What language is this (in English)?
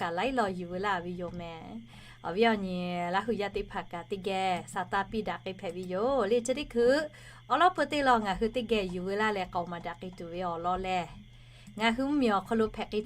Lahu